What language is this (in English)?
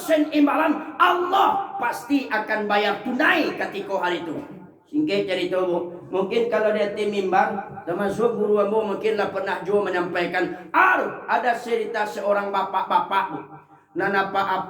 Minangkabau